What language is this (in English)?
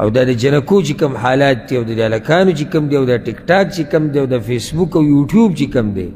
Pashto